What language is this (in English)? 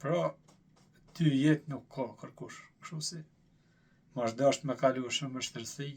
Albanian